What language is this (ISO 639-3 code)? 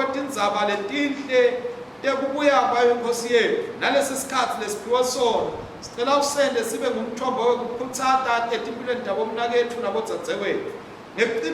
ssw